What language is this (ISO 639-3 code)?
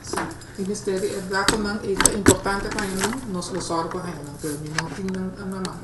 pap